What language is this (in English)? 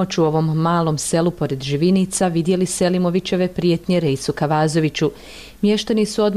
Bosnian